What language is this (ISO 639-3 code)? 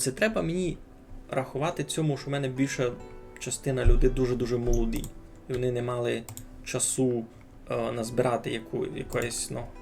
rue